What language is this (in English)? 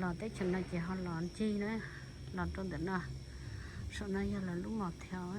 Hmong